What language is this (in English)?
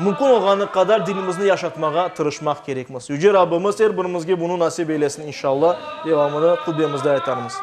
Crimean Tatar